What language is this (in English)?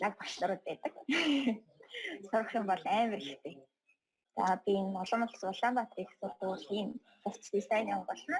Mongolian